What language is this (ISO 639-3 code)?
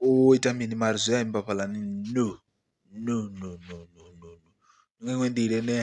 ven